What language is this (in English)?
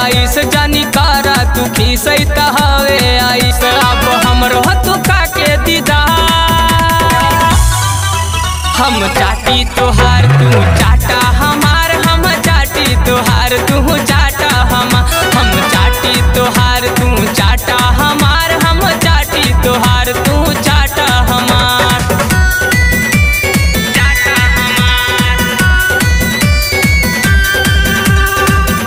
Bhojpuri